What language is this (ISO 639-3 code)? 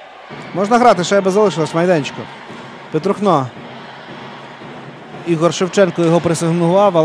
ukr